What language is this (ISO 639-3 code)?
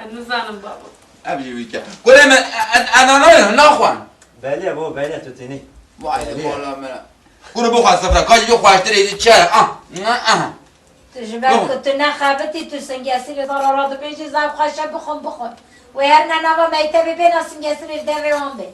kur